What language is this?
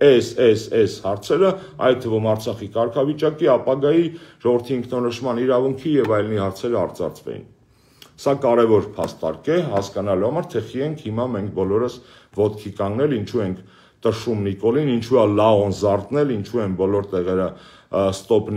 Armenian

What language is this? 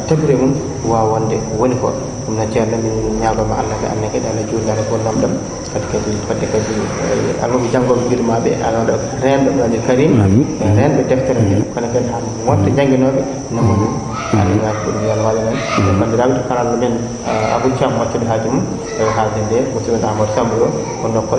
Fula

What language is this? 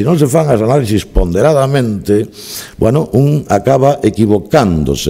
Galician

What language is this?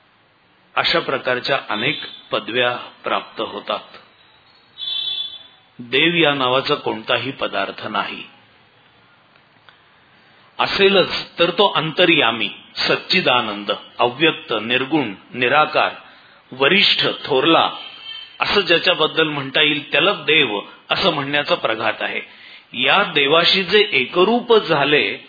Marathi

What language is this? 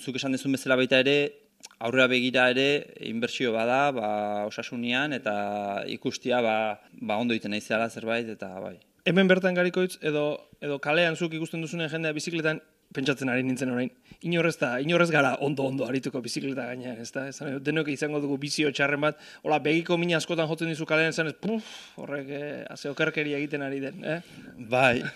Basque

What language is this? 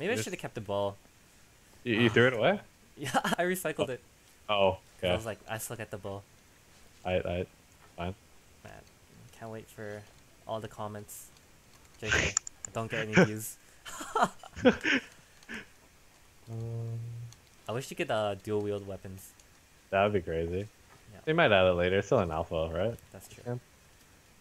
English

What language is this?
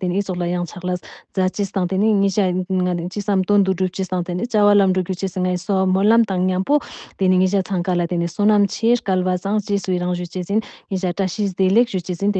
Ladakhi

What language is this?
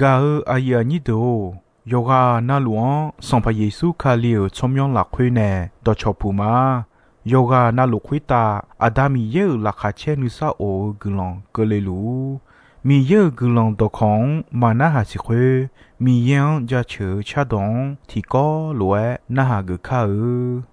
Akha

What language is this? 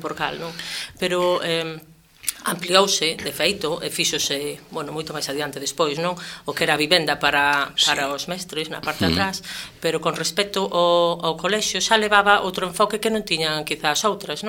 Galician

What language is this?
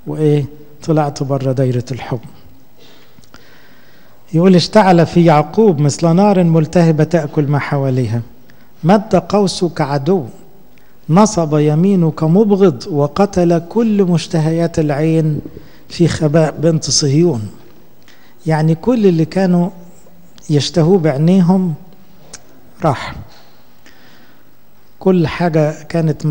Egyptian Arabic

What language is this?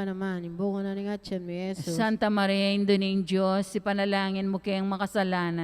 Pampanga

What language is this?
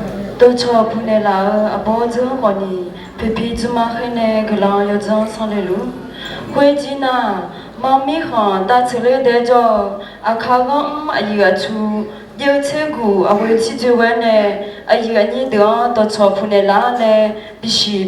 Akha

